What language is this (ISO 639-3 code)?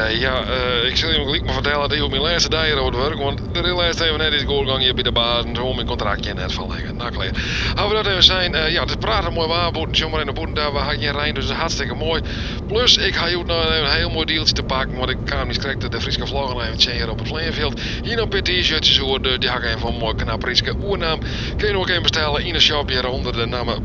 fry